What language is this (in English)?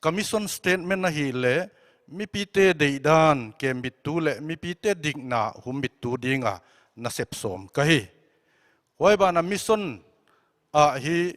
Paite Chin